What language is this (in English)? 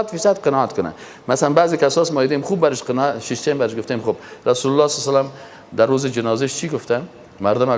Persian